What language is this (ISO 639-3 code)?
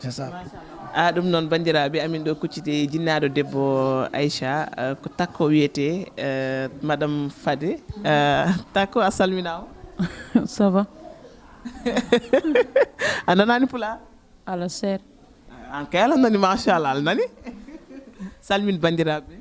ful